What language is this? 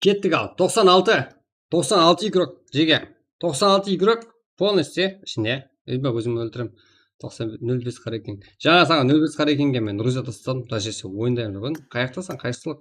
Kara-Kalpak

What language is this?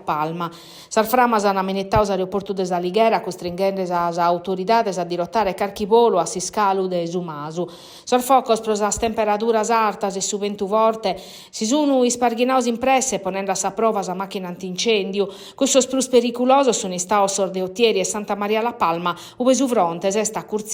Sardinian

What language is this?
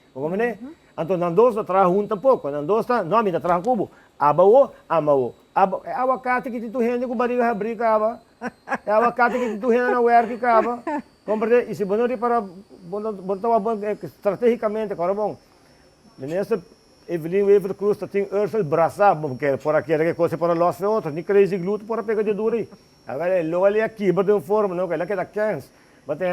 Papiamento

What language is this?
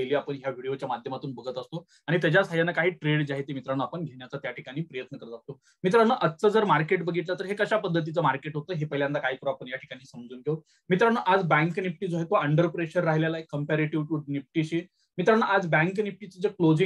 Marathi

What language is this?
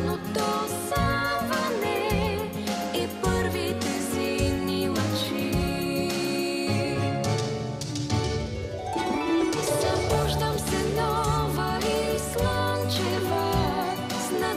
Bulgarian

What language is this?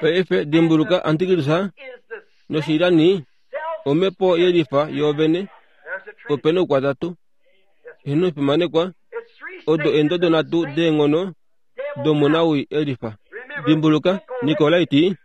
Kuanyama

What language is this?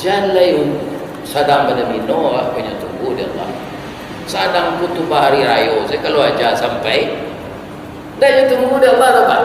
Minangkabau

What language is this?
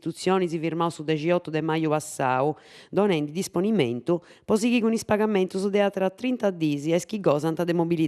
Sardinian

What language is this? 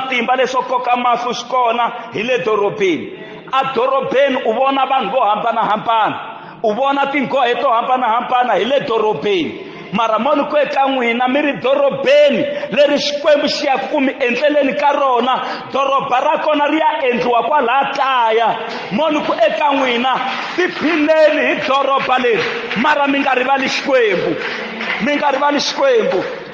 Tsonga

